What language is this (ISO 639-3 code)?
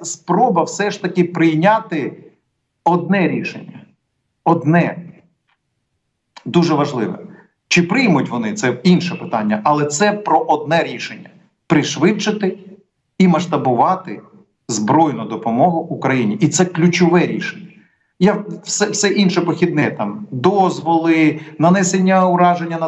ukr